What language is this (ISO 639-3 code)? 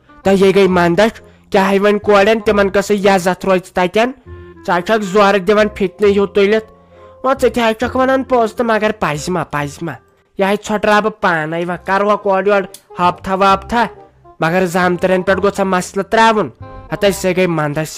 kas